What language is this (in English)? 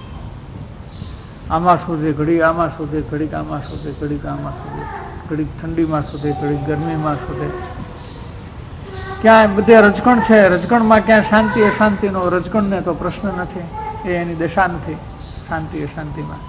Gujarati